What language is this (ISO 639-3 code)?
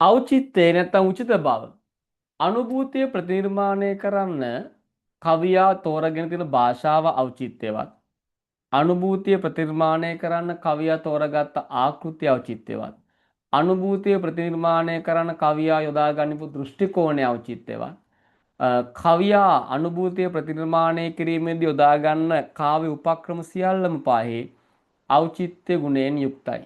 sin